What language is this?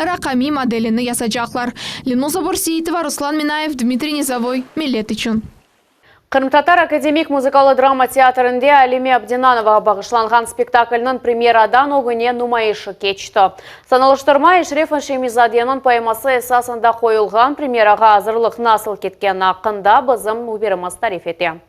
Crimean Tatar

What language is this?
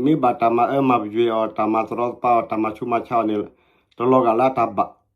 S'gaw Karen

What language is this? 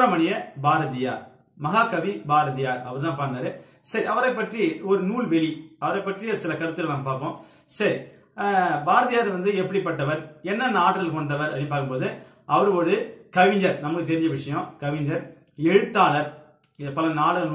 Tamil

